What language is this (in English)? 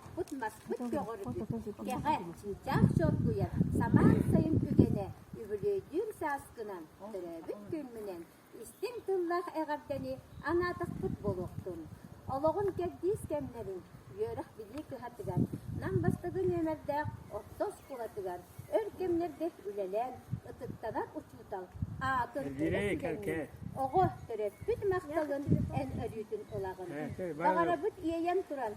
Yakut